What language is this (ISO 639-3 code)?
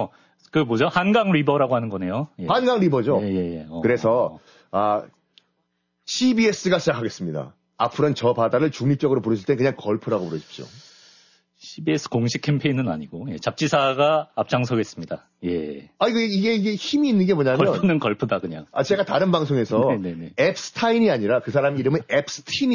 kor